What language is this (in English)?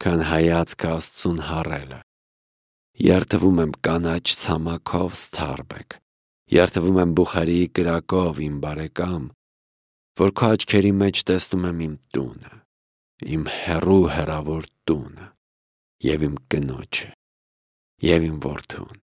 Armenian